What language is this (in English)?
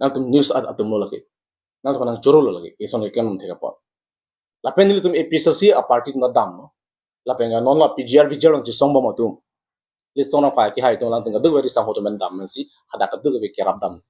Karbi